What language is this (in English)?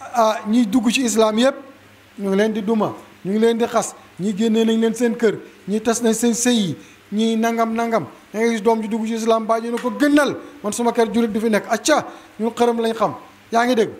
Wolof